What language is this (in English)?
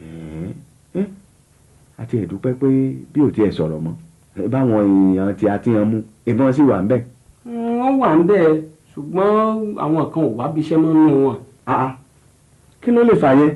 Yoruba